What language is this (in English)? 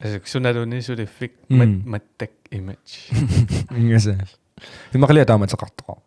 Kalaallisut